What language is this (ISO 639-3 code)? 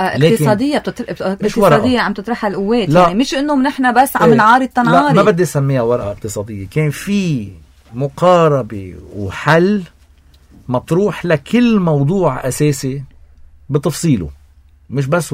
apc